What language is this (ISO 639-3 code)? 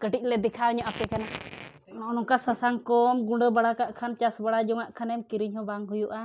sat